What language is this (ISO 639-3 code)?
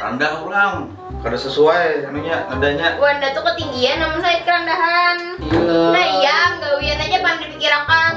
bjn